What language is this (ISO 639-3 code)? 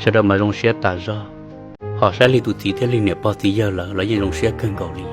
hmn